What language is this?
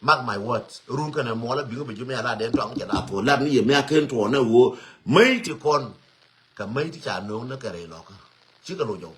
Nuer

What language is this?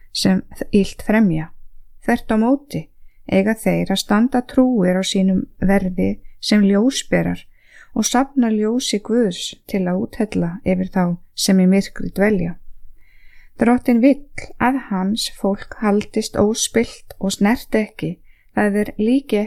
Icelandic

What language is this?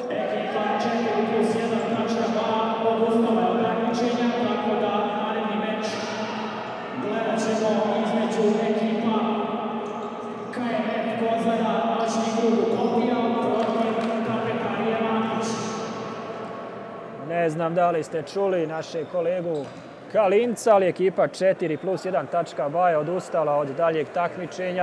Serbian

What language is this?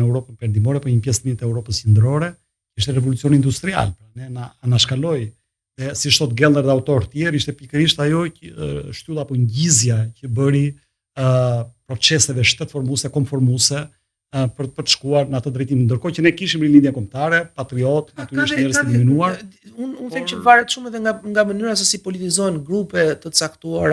Albanian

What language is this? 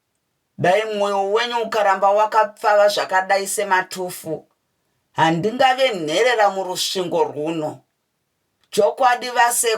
Shona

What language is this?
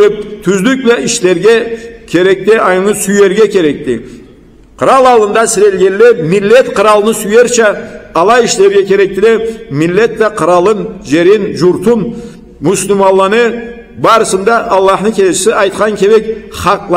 Karachay-Balkar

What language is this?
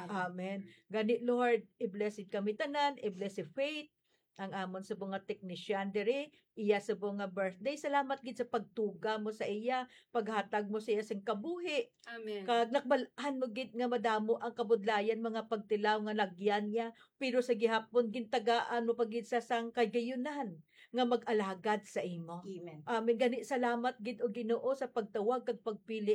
Hiligaynon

